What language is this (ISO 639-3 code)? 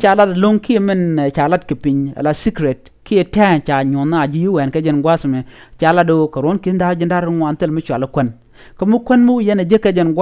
nus